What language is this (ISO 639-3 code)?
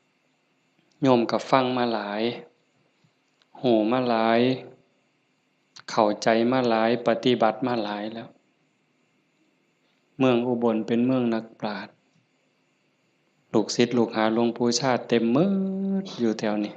lao